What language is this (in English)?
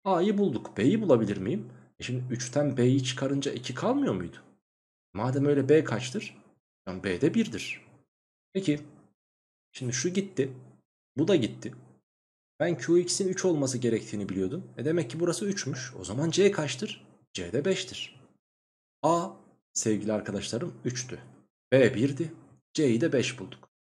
Turkish